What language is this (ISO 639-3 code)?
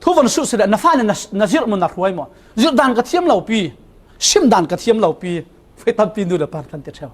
cfm